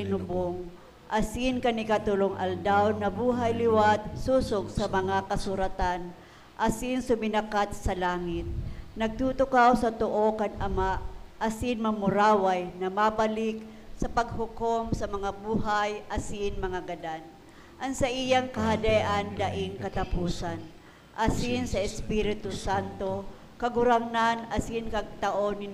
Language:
Bikol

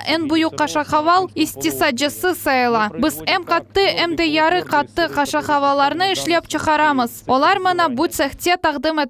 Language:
Crimean Tatar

